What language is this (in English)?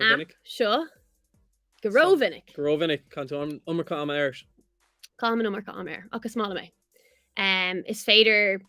Irish